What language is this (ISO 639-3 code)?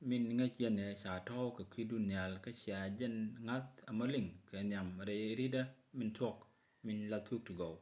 nus